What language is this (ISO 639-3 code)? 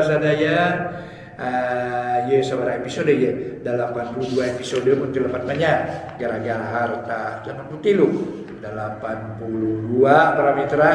sun